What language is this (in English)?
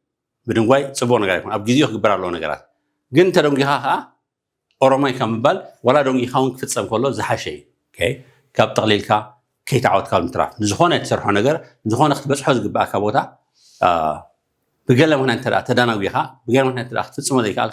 Tigrinya